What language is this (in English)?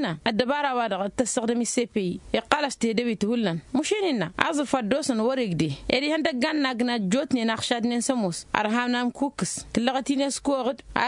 Tamasheq